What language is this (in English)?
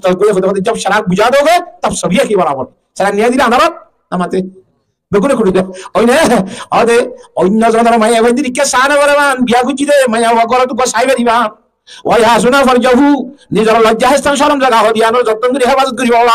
Rohingya